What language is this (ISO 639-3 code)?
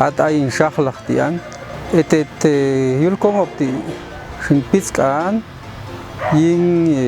jac